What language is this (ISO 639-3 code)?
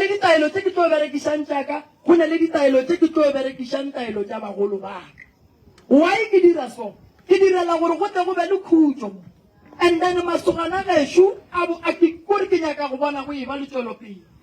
nso